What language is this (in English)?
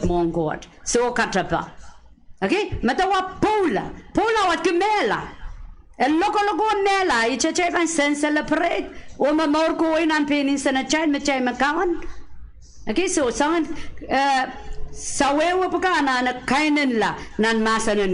Pohnpeian